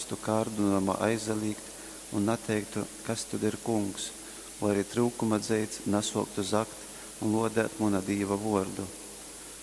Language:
Latgalian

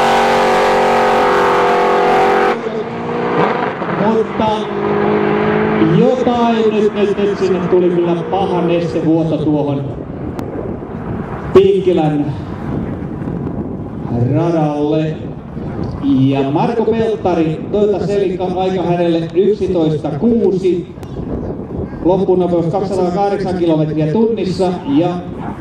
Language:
Finnish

